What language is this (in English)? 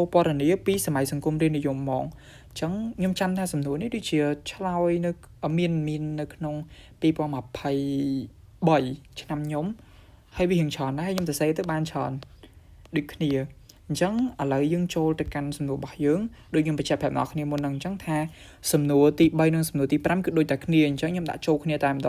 Khmer